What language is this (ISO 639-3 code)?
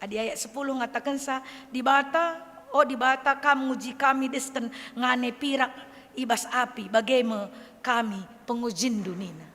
btx